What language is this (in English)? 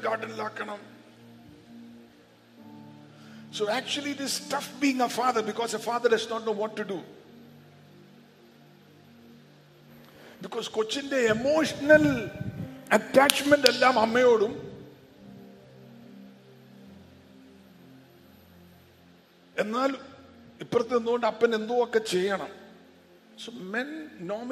Malayalam